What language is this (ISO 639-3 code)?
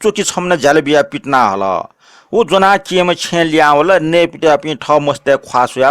new